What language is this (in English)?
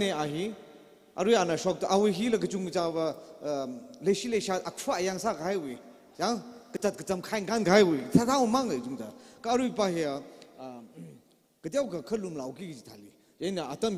Tangkhul Naga (India)